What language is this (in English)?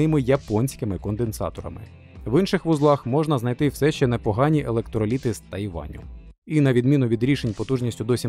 Ukrainian